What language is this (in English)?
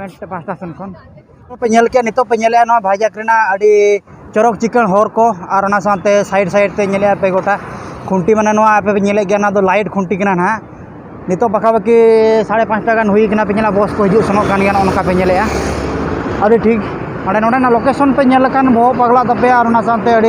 Santali